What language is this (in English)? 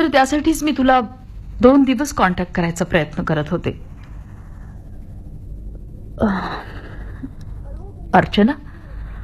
Marathi